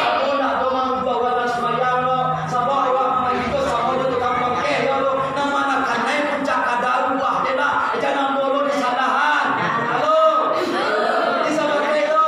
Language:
Minangkabau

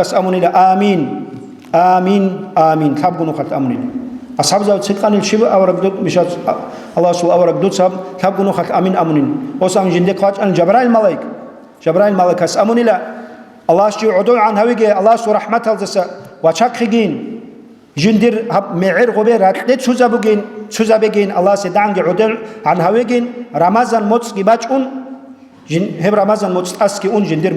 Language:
Avaric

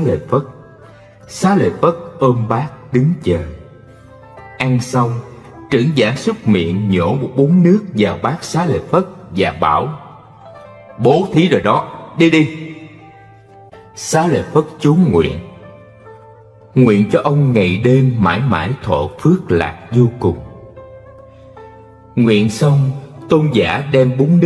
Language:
Vietnamese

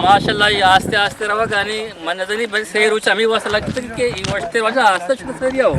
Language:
Eastern Balochi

